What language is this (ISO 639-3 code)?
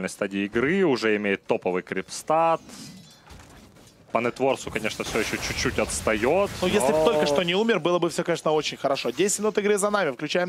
rus